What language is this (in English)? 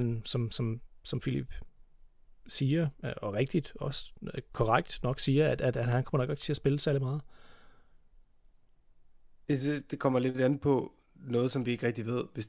Danish